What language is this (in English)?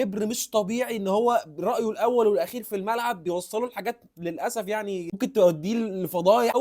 Egyptian Arabic